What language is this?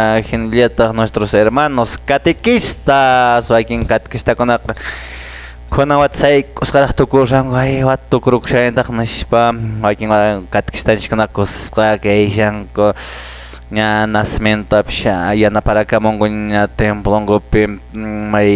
Quechua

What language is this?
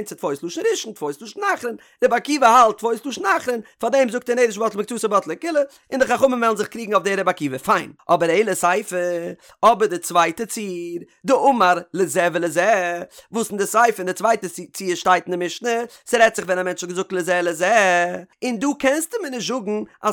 Yiddish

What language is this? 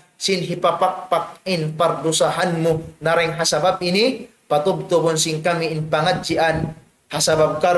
Tausug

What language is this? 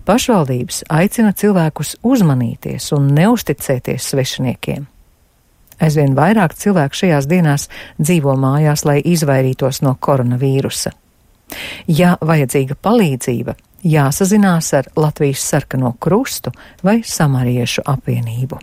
Latvian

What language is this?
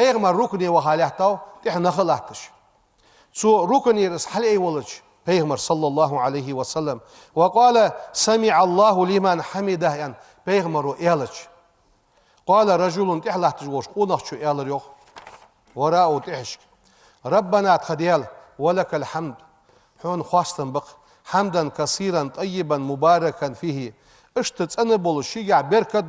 Ingush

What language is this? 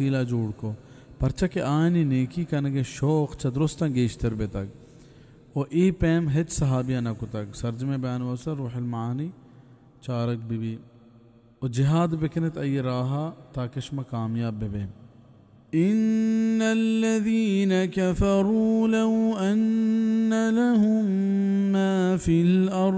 Baluchi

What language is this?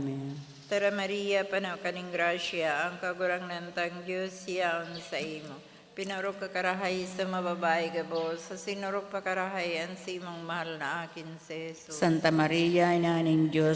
Bikol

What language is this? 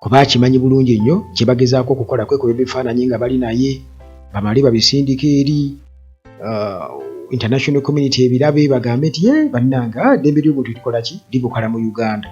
Ganda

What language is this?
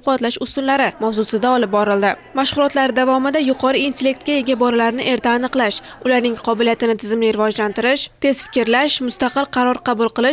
Uzbek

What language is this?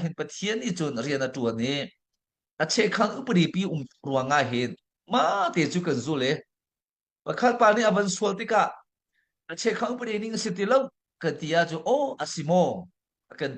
Hakha Chin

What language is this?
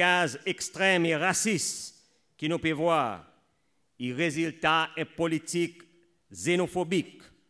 Seselwa Creole French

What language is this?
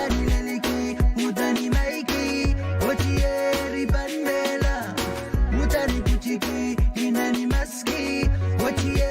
Pohnpeian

